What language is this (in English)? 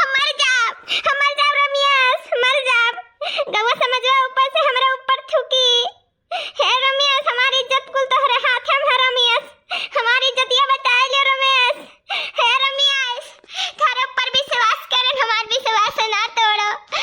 Awadhi